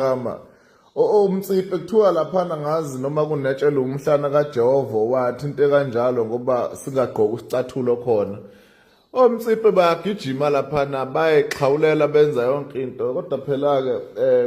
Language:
Zulu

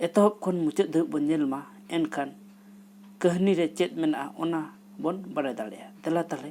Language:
Santali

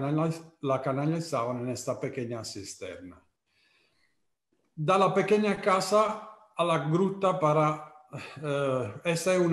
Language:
Spanish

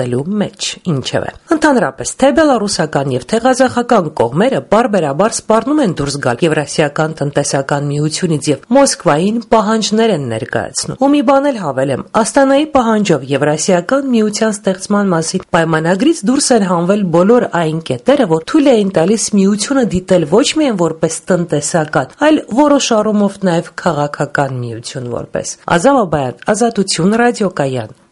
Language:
Armenian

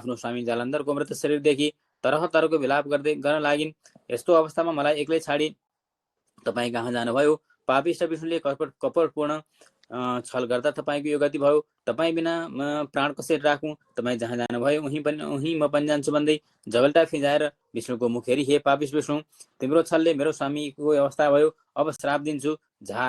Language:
Nepali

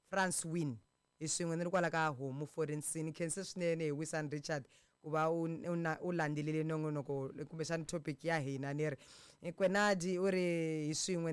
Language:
Tsonga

